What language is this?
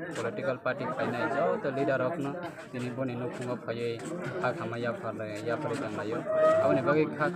Kok Borok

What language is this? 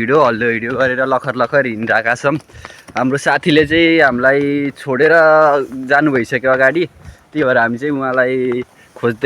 Nepali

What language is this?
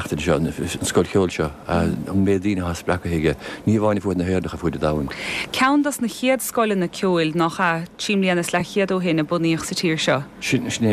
Irish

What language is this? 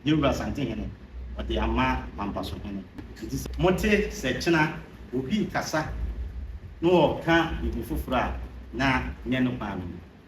Akan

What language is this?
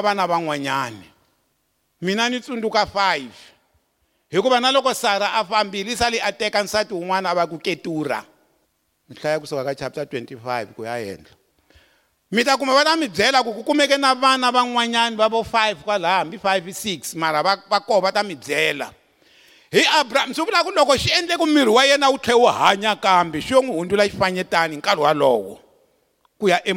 Tsonga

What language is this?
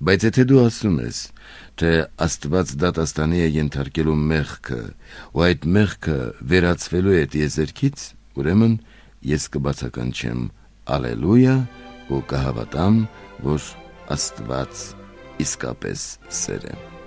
Armenian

